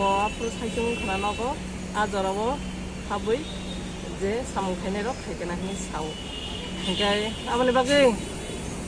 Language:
Kok Borok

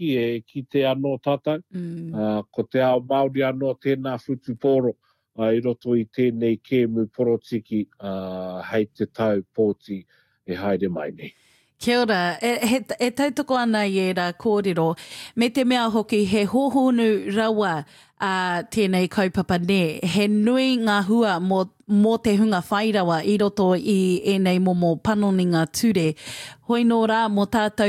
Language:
Māori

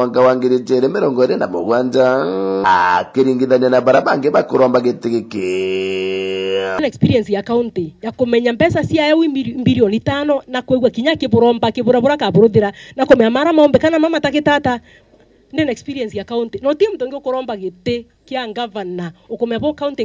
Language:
Meru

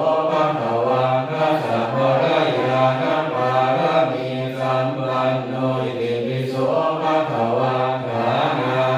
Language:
Pali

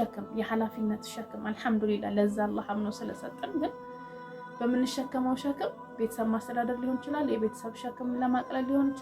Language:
Amharic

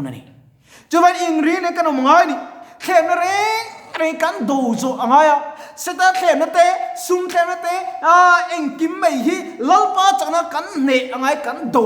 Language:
Mizo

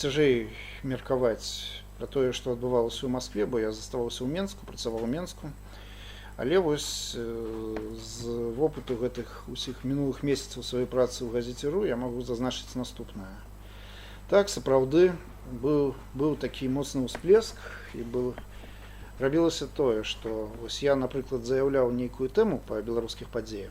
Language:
Belarusian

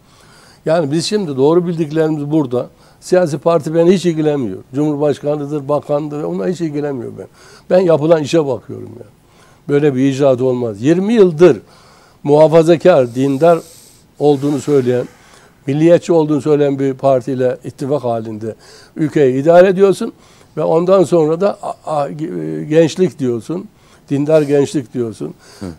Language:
Turkish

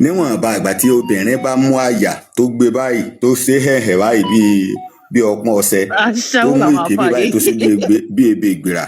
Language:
Yoruba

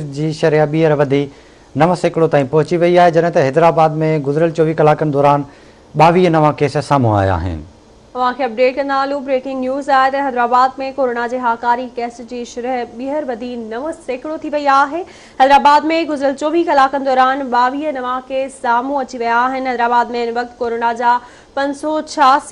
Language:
Sindhi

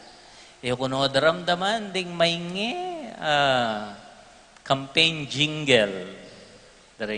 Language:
Pampanga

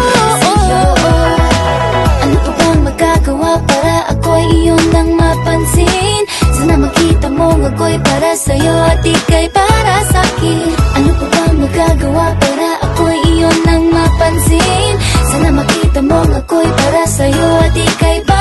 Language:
Filipino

